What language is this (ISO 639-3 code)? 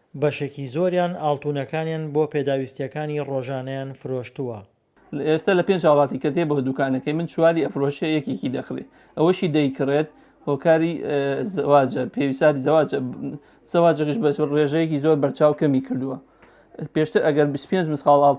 ckb